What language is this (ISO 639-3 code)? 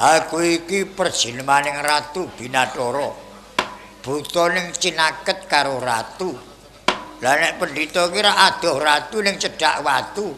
jav